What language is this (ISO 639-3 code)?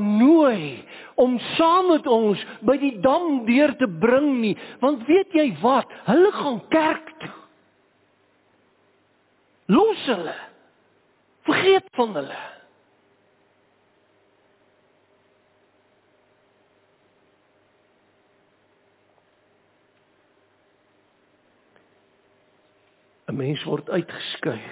afr